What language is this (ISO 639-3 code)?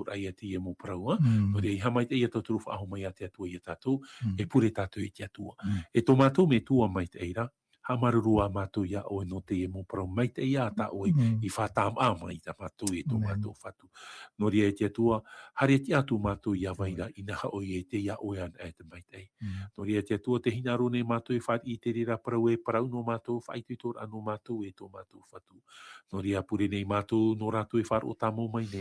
tah